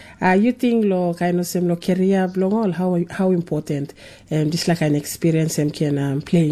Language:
Tok Pisin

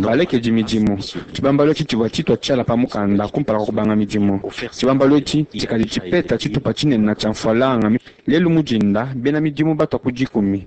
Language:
Luba-Lulua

